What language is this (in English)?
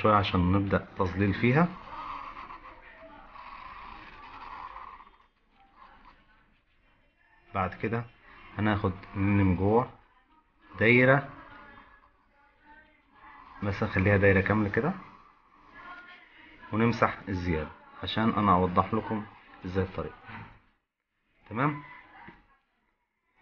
Egyptian Arabic